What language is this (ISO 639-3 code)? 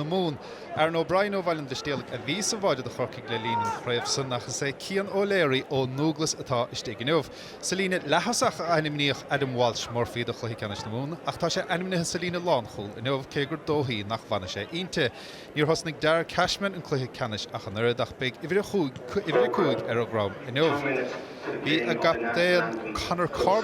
gle